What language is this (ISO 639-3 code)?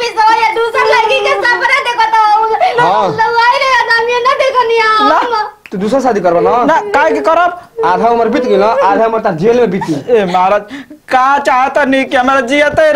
bho